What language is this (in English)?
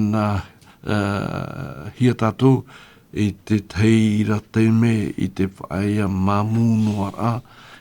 Tahitian